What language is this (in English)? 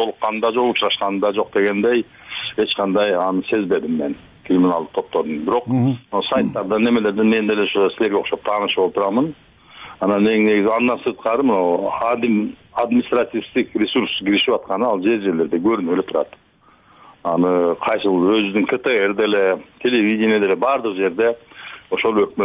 Kyrgyz